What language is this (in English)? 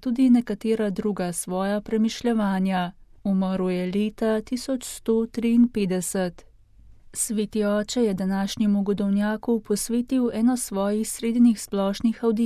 Slovenian